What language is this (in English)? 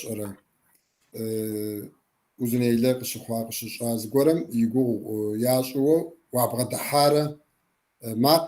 Kabardian